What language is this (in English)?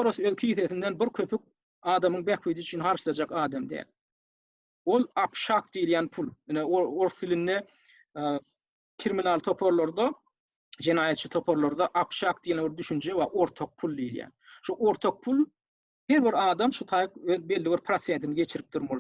Turkmen